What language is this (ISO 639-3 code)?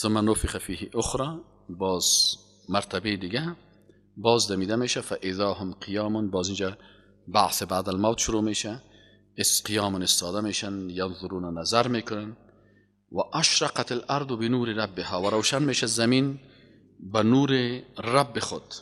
fas